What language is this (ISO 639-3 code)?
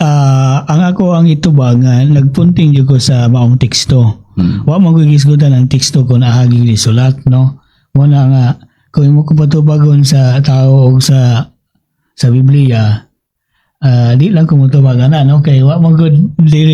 ceb